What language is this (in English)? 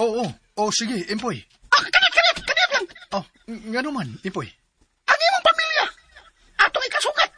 Cebuano